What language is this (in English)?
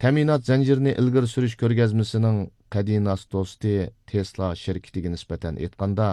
Uyghur